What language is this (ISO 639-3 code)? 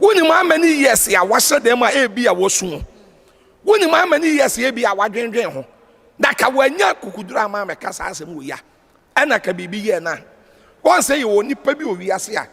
aka